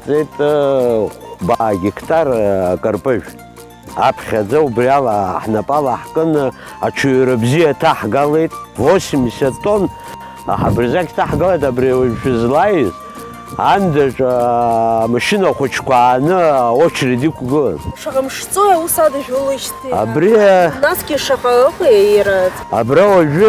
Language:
Abkhazian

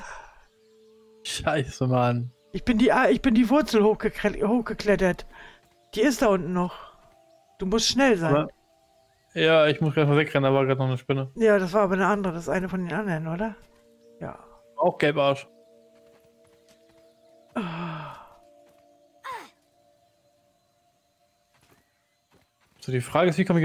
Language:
German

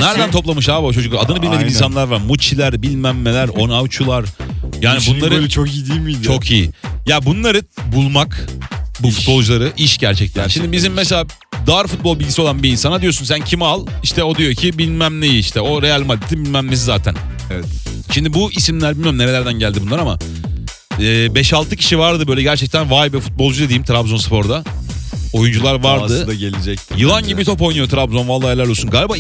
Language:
Turkish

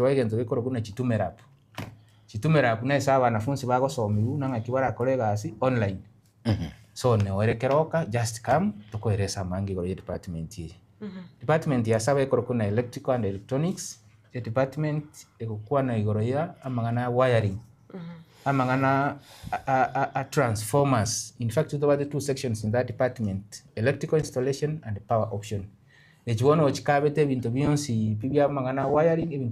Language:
Gusii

